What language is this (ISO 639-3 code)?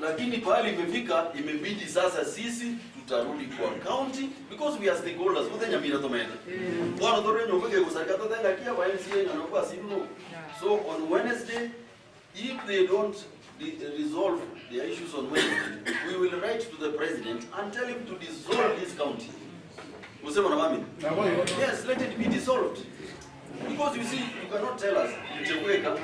guz